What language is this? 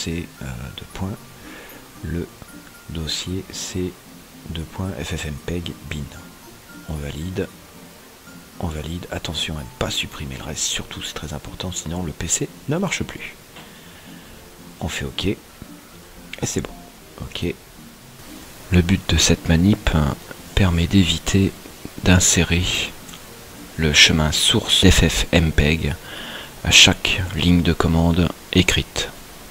French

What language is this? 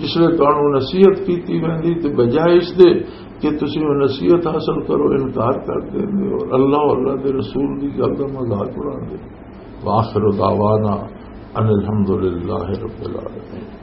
Western Panjabi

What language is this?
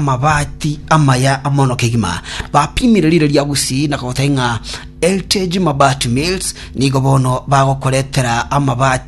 Gusii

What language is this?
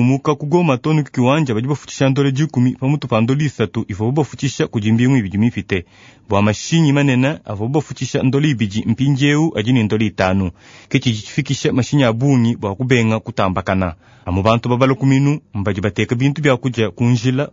Luba-Lulua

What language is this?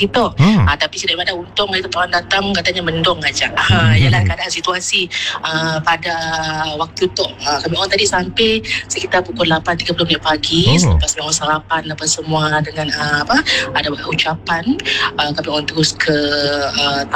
Malay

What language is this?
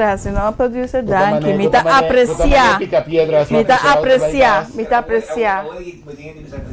Papiamento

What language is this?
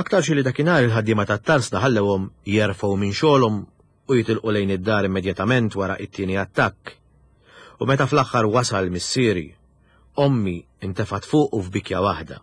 Maltese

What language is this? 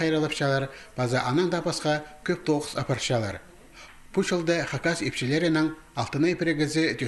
Khakas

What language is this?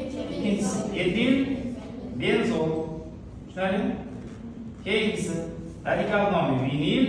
Uzbek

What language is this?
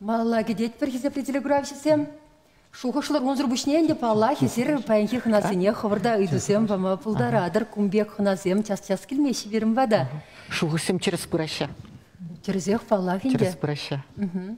Chuvash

